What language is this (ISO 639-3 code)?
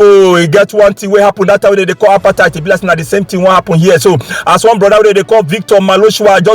pcm